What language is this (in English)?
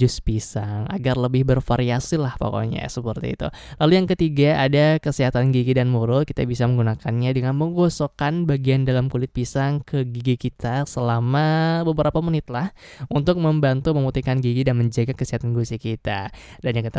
Indonesian